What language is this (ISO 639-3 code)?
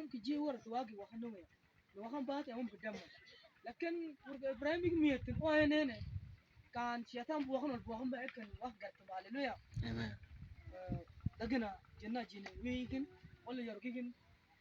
mfz